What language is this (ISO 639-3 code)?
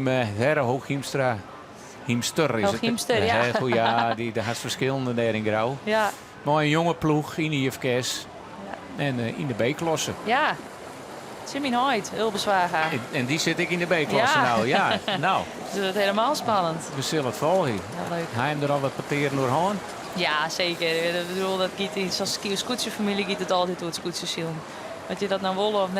fry